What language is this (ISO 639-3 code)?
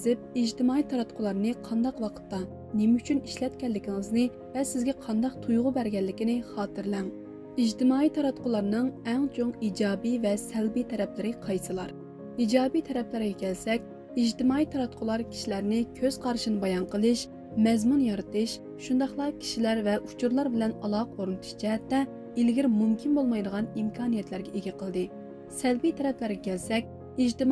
uig